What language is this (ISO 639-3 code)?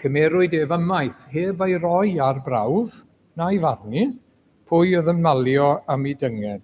cym